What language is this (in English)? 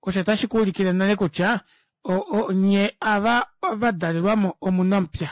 Kuanyama